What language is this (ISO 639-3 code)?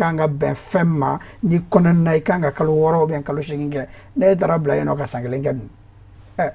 bam